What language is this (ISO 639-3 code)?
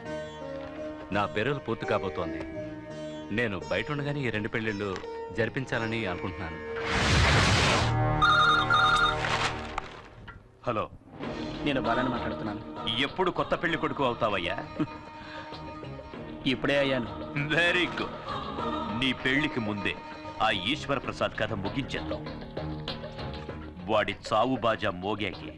tel